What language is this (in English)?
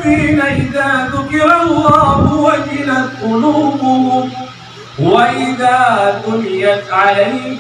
Maranao